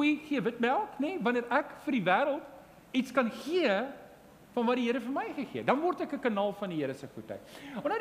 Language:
Afrikaans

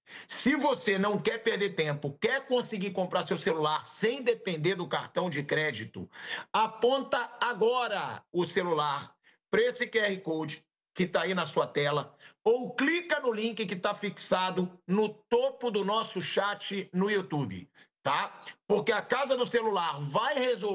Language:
Portuguese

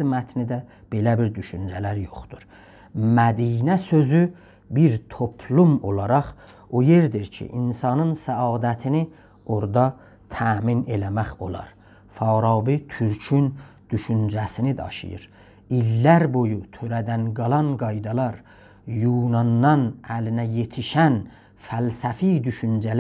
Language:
South Azerbaijani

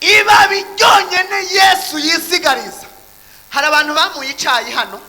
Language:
Rundi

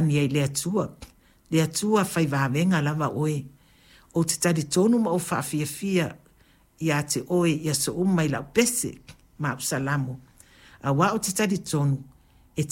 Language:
Samoan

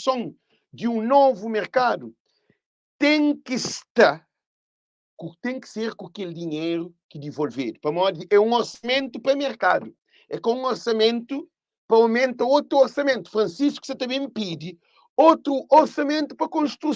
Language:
Kabuverdianu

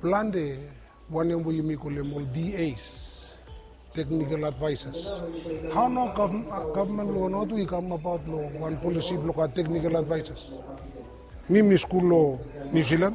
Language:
Bislama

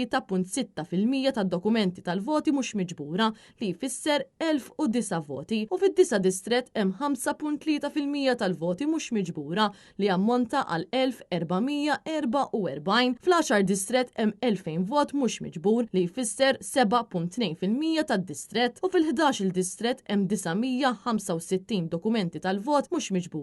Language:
Maltese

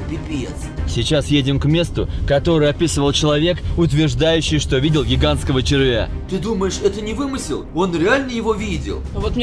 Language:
Russian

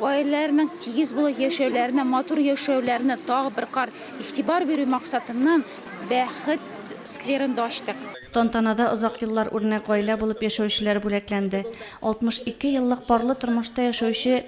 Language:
Tatar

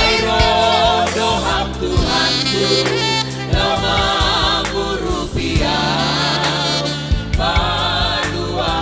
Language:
Batak Simalungun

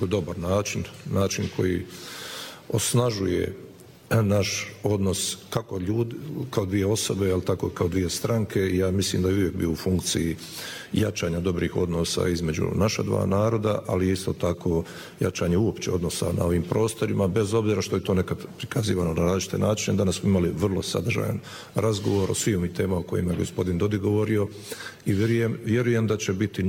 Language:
Bosnian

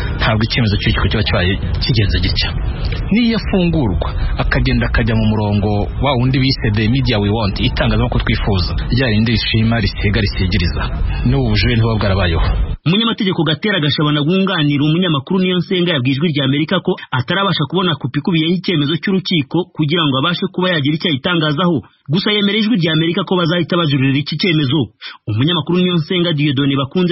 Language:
Kinyarwanda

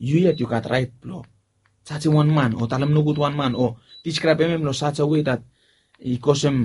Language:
Bislama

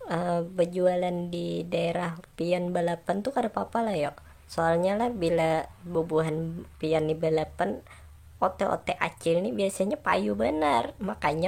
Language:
Banjar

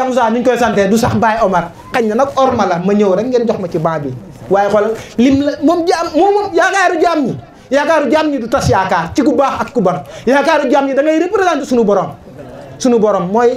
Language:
Wolof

